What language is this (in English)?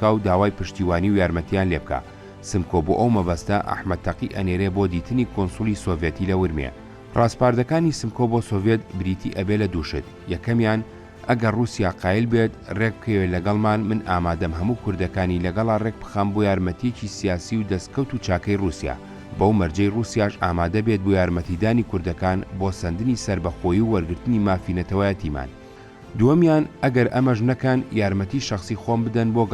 Central Kurdish